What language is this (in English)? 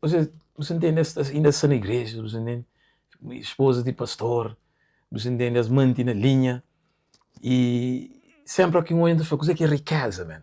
Kabuverdianu